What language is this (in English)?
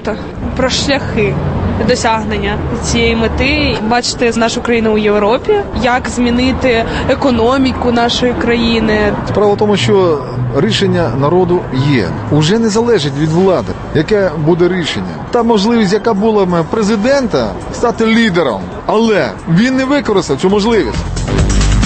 Ukrainian